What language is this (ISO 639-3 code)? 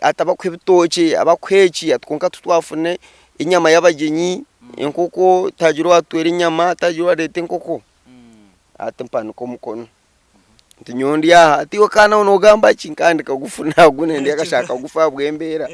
nyn